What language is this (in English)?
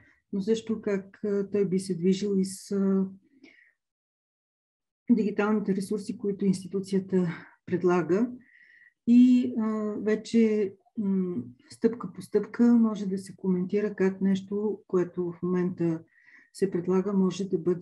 Bulgarian